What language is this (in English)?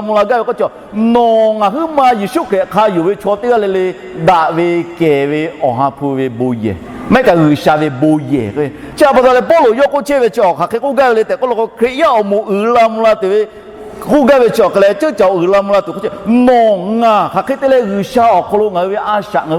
Lahu